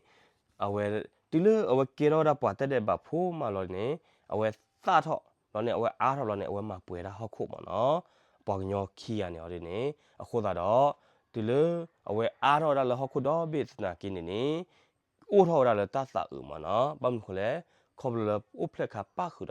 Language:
S'gaw Karen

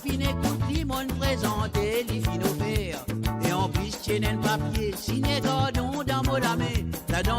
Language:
Morisyen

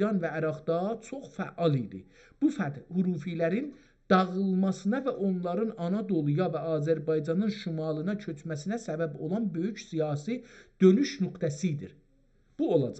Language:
South Azerbaijani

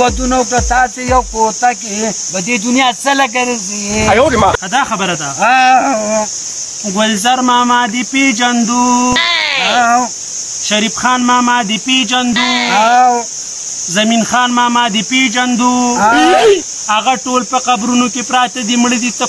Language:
Pashto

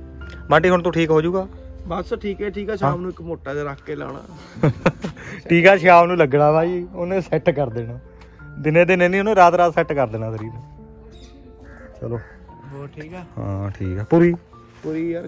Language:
Punjabi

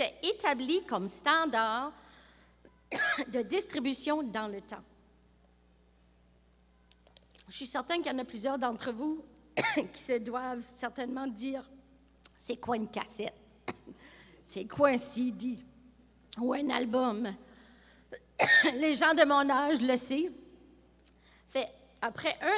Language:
French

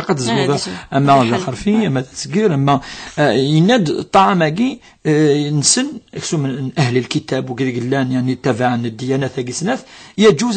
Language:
Kabyle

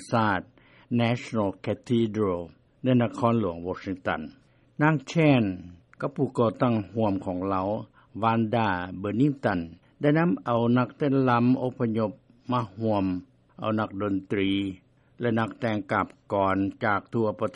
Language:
Lao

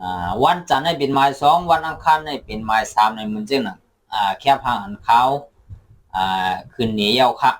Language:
Shan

